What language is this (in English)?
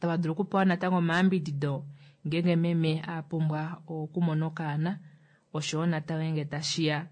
Kuanyama